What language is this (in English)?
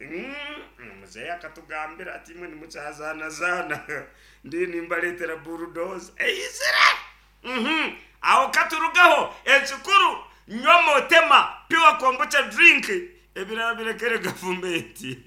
Nyankole